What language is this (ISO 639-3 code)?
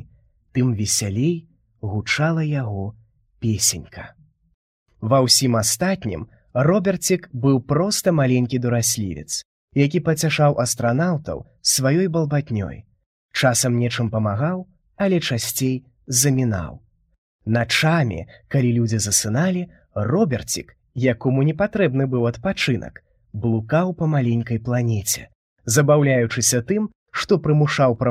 bel